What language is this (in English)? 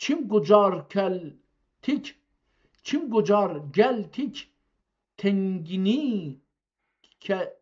South Azerbaijani